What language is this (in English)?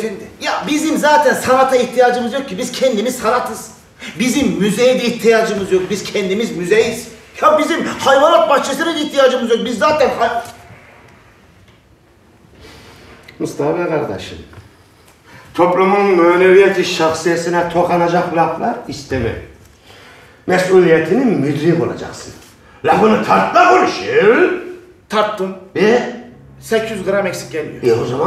Turkish